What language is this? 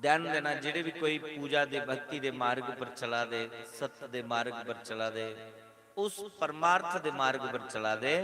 Dogri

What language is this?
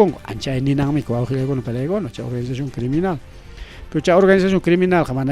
Ayacucho Quechua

